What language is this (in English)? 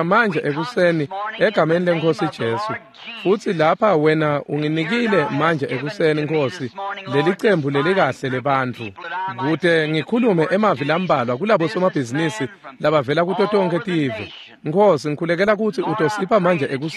Swati